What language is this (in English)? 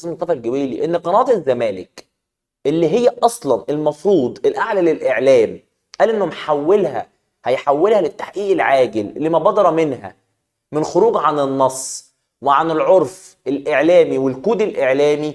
Egyptian Arabic